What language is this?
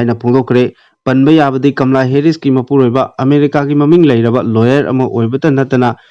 Manipuri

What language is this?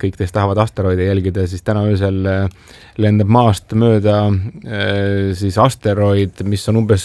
Estonian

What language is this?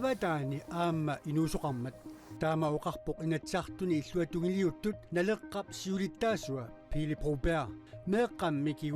Kalaallisut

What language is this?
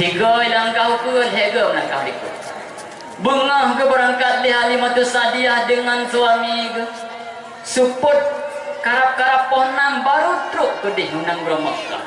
Achinese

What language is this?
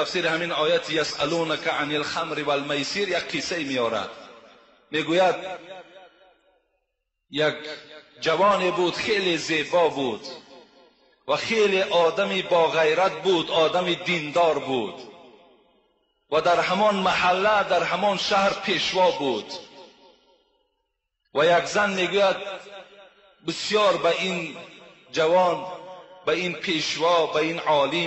Persian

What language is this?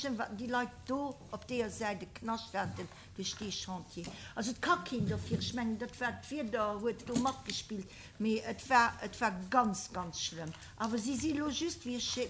Luxembourgish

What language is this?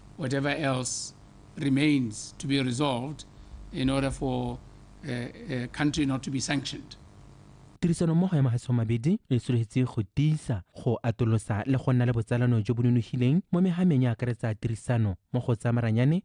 Tswana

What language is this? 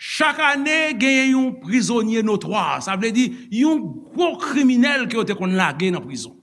Haitian Creole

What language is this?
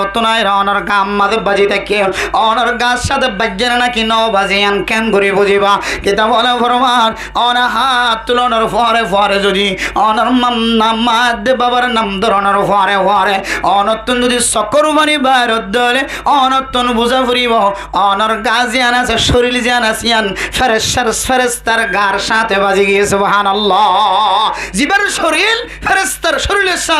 Rohingya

